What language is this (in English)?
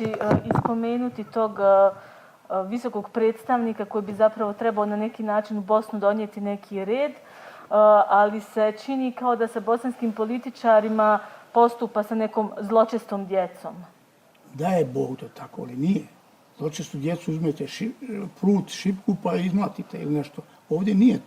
Bosnian